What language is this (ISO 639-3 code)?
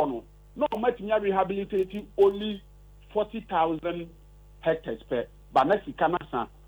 aka